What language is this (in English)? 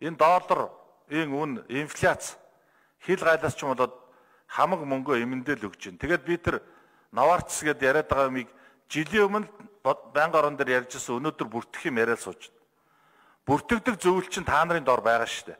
Mongolian